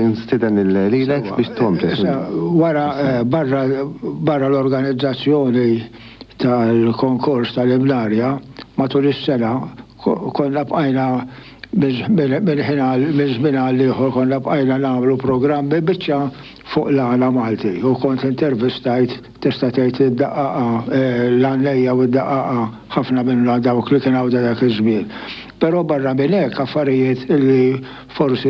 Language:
Maltese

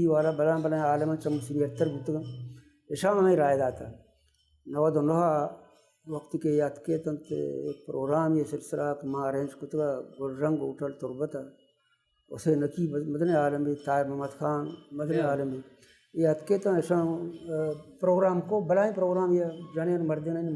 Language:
Baluchi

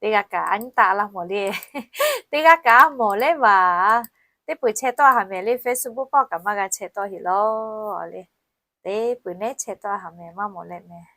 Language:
Lahu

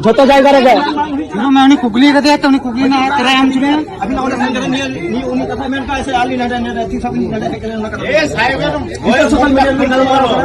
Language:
Santali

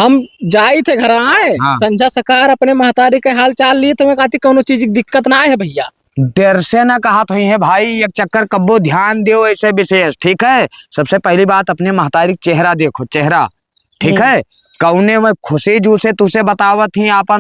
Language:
Awadhi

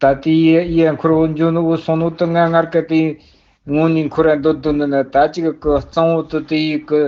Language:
Tibetan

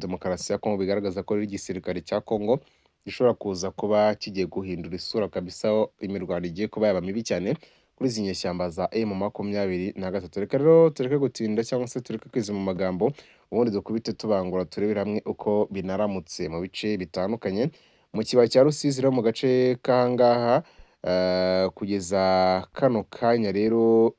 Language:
Kinyarwanda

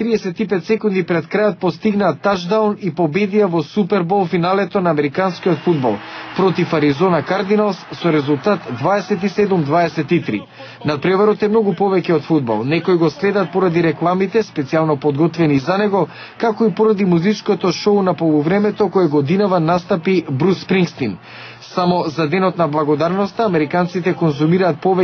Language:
Macedonian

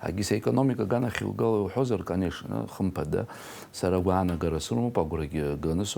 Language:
Abkhazian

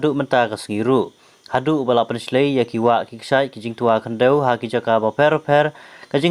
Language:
Khasi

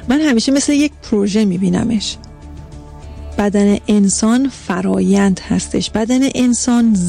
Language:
Persian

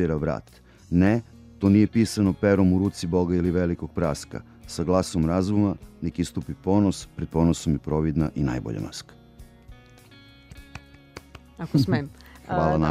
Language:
Serbian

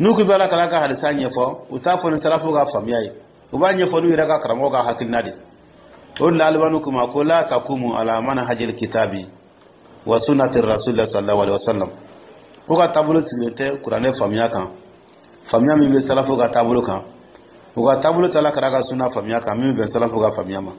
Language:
Dyula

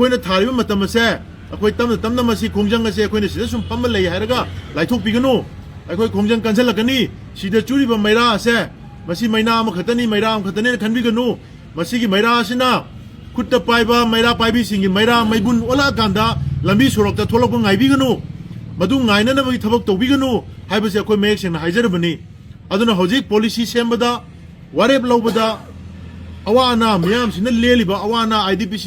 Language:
Manipuri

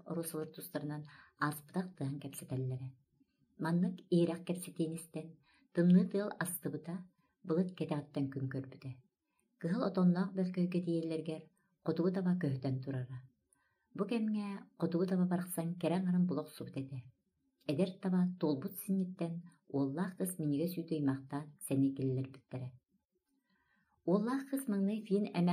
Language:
Yakut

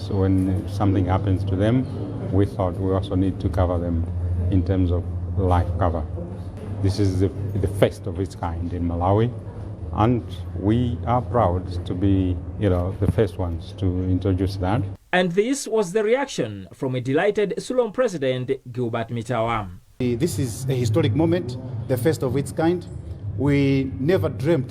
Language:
English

